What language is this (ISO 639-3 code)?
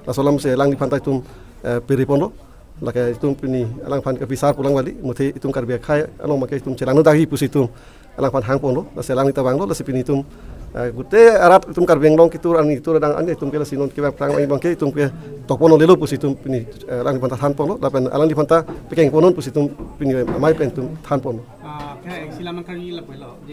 mjw